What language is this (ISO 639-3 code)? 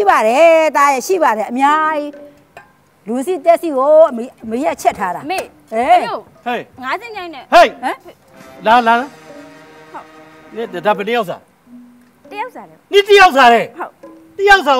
mya